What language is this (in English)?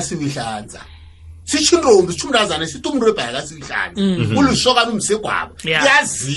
Zulu